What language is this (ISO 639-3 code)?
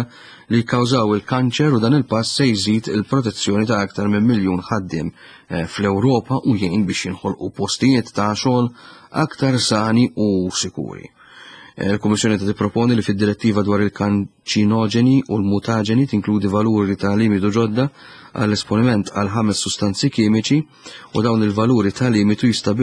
mlt